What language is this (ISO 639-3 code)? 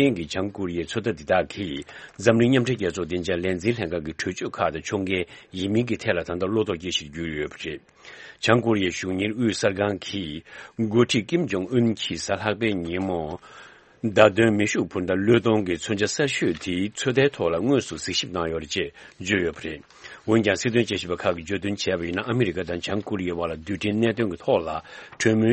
bod